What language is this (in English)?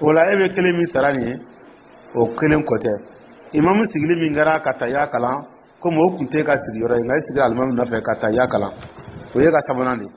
Dyula